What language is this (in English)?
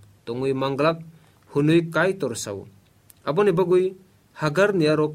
Kok Borok